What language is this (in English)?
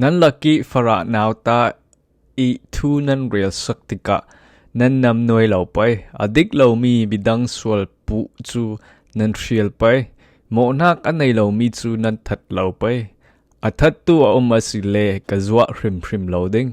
Falam Chin